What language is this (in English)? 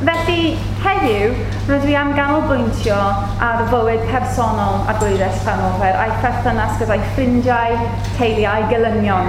Welsh